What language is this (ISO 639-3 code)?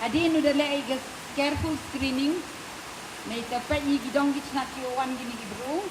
pbv